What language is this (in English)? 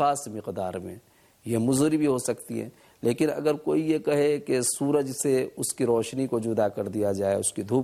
Urdu